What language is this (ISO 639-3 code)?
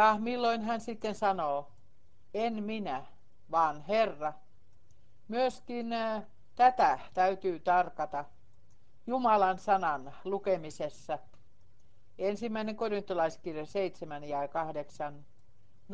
fin